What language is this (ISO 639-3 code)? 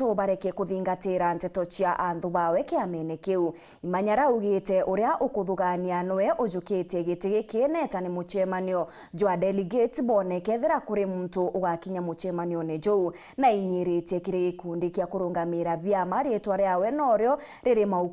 mer